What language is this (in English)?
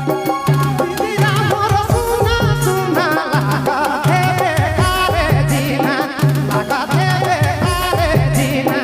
Sadri